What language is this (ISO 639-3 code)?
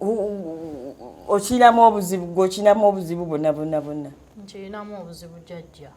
lug